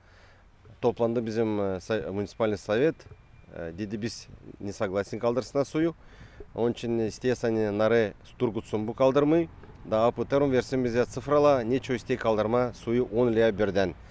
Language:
Gagauz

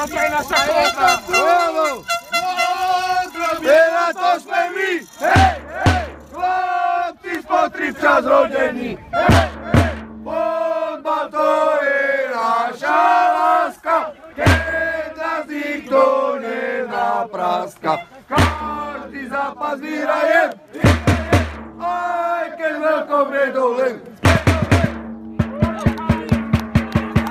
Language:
Slovak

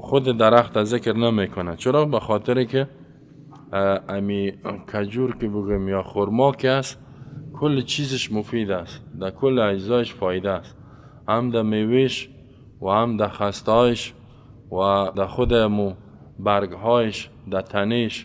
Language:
Persian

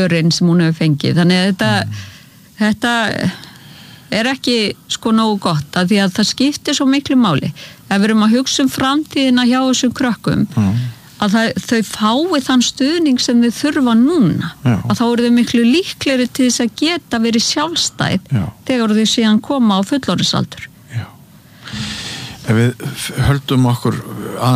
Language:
Icelandic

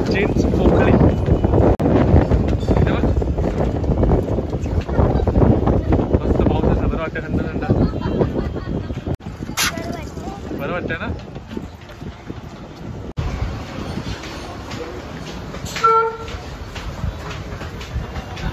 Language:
Marathi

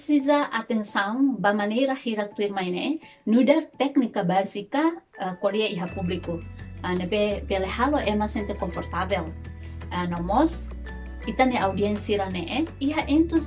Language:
Tetum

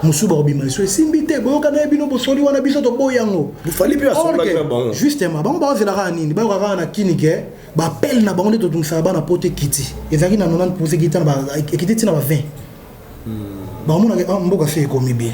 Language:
Lingala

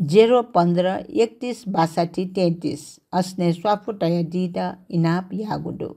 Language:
Newari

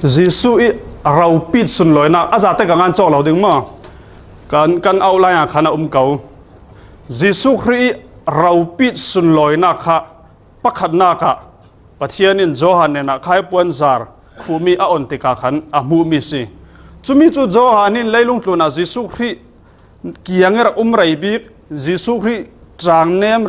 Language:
Falam Chin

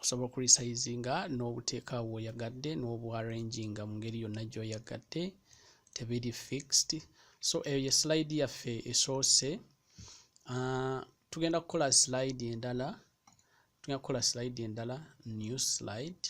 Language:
Ganda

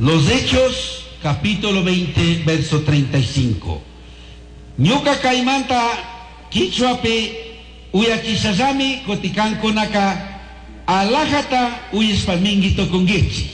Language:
Chimborazo Highland Quichua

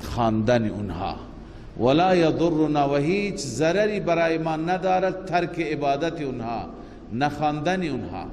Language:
Persian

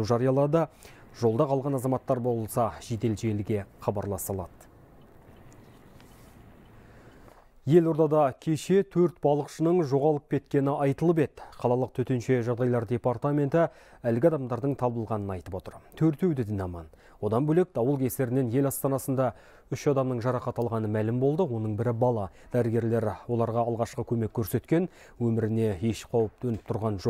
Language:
Kazakh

